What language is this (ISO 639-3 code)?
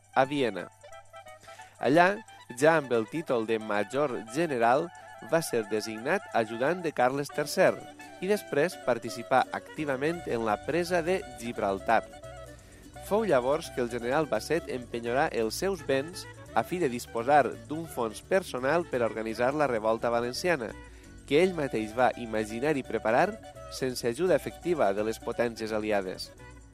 cat